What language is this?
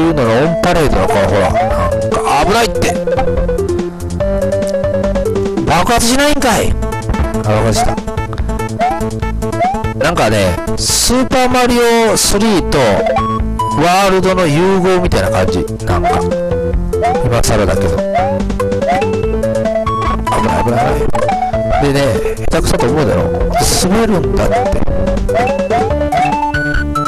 Japanese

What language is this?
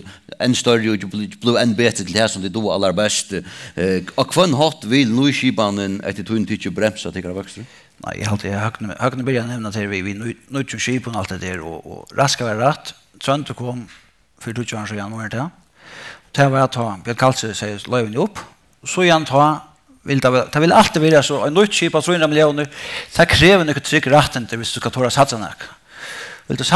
Faroese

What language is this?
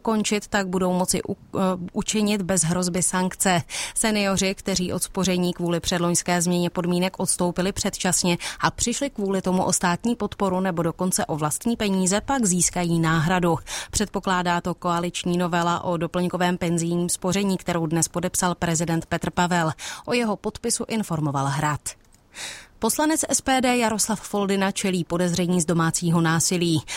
Czech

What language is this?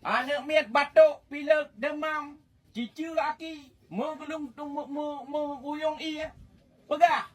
Achinese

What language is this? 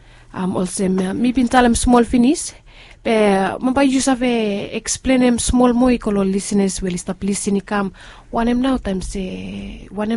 Bislama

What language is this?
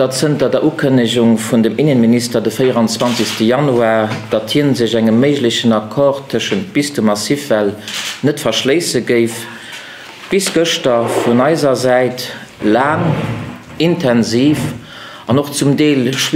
Luxembourgish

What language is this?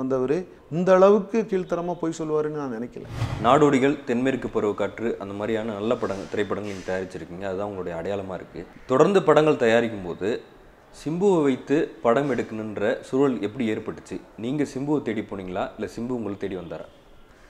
Tamil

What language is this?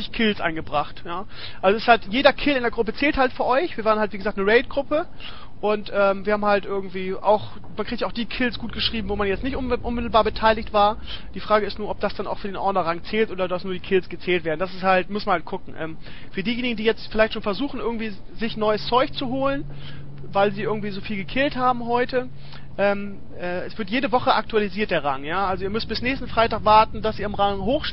German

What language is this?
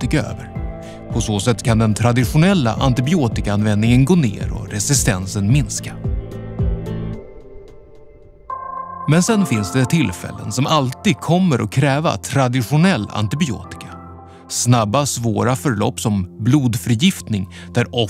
Swedish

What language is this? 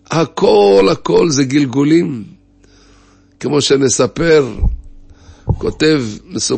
Hebrew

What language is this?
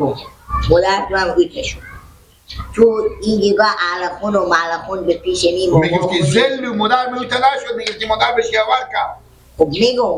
Persian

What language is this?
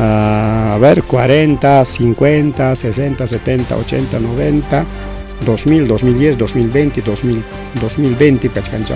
Ayacucho Quechua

